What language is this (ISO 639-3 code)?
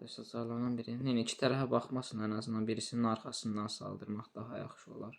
aze